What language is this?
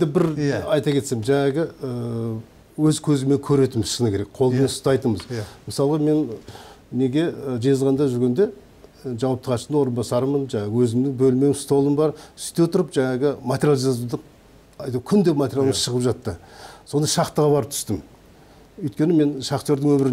Kazakh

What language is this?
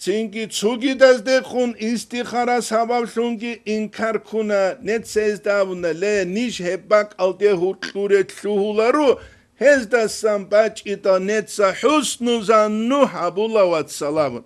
Avaric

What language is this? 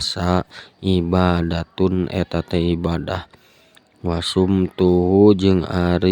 Sundanese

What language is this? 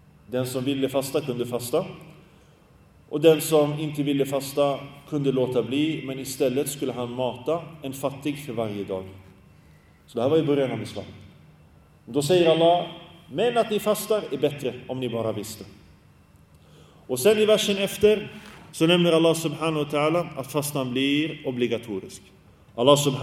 Swedish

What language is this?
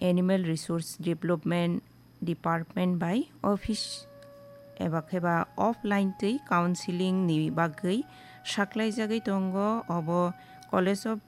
Kok Borok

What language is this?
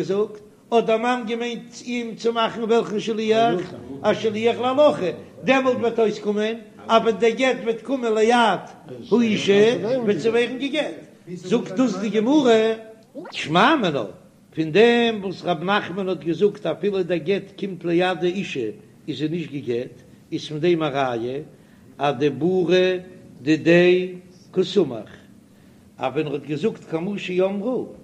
Yiddish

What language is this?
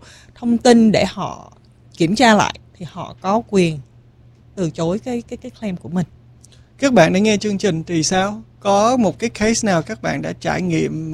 Vietnamese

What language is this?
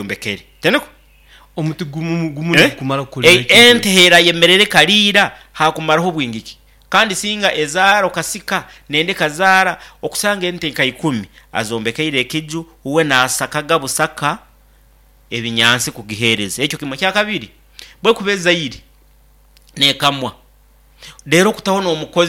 Nyankole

